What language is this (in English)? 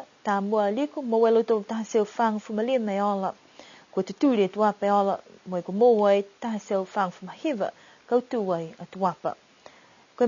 Niuean